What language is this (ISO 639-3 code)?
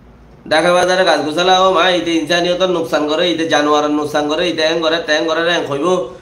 rhg